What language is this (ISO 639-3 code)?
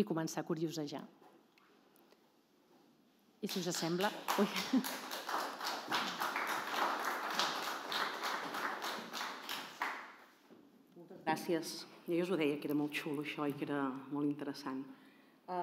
cat